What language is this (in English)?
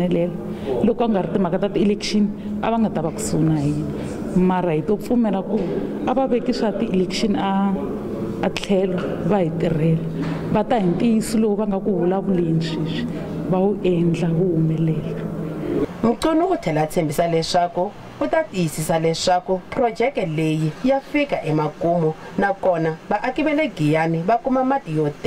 Tsonga